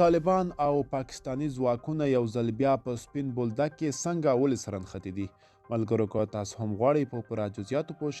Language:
Pashto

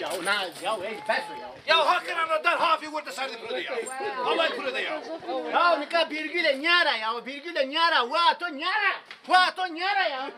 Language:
Zaza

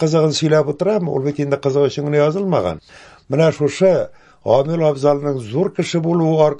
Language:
Tatar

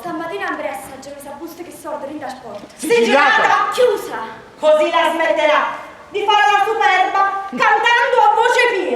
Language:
Neapolitan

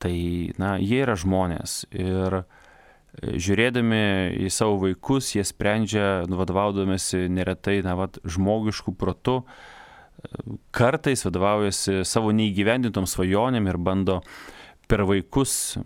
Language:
Lithuanian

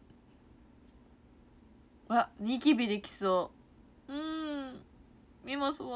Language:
Japanese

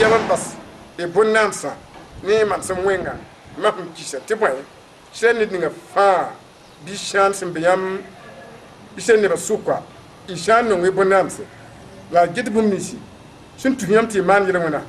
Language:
Mossi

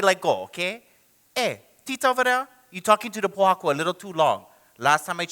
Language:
Hawaiian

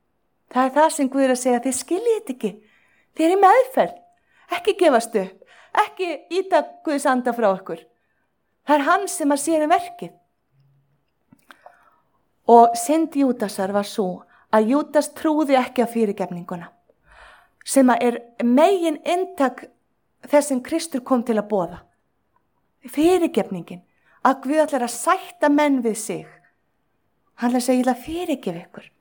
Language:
Icelandic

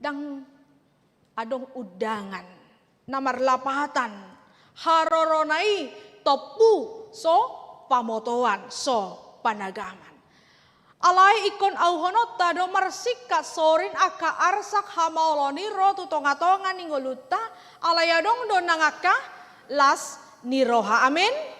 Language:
Batak Toba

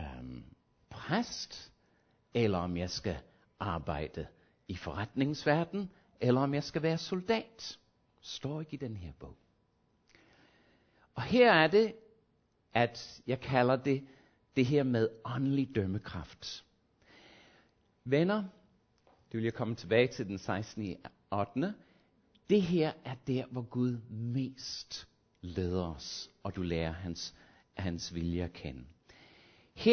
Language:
Danish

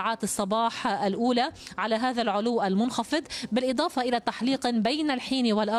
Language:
Arabic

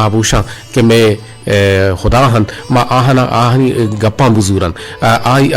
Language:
Eastern Balochi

